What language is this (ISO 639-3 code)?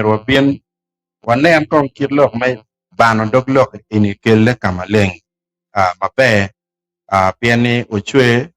ach